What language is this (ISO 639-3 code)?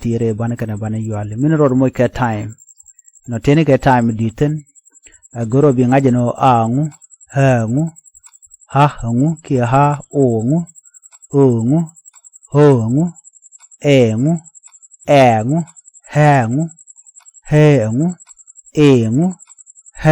nus